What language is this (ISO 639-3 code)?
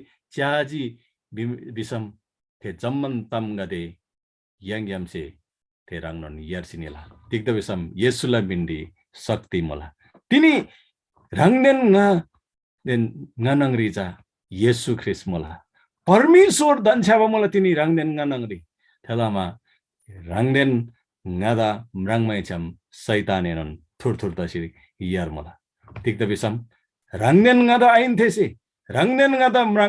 taj